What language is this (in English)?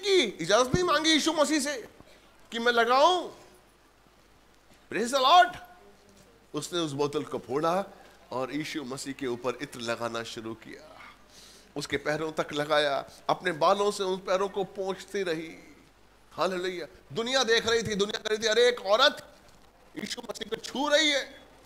Hindi